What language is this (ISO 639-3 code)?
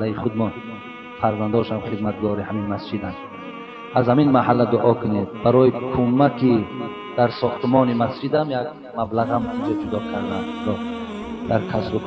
tgk